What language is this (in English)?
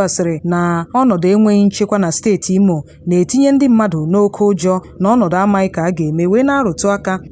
Igbo